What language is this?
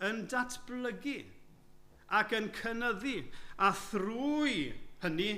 Welsh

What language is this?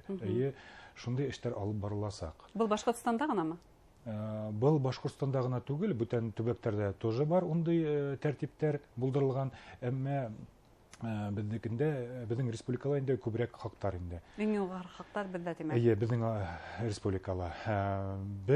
Bashkir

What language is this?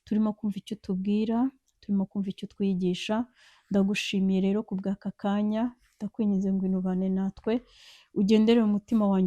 Kinyarwanda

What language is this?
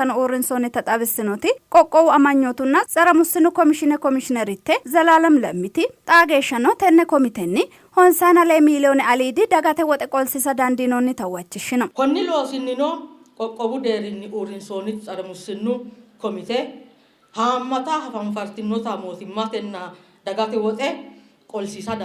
Sidamo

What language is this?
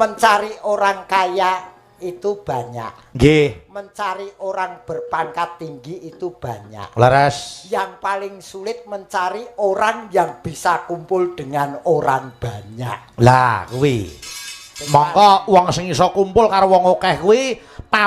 Javanese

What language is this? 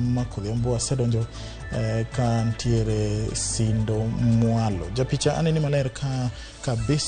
Luo (Kenya and Tanzania)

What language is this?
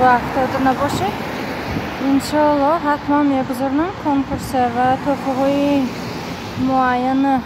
Tajik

